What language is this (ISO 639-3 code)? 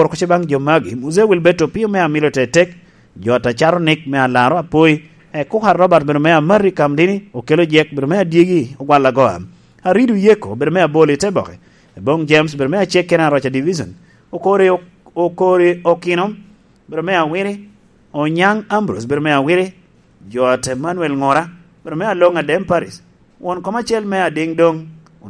laj